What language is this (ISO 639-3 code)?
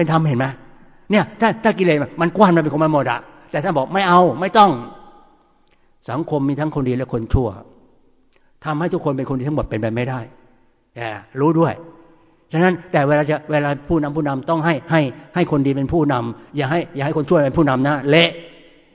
tha